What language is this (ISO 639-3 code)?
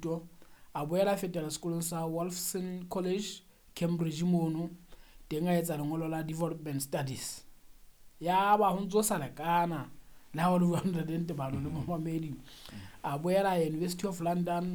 sot